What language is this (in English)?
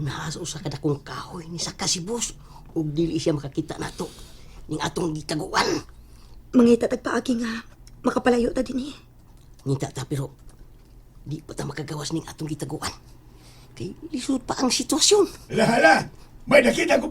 Cebuano